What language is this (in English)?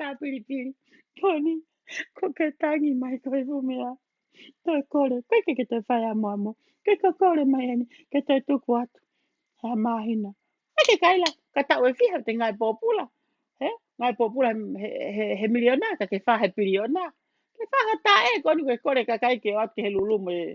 Tongan